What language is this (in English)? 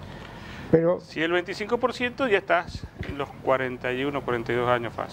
Spanish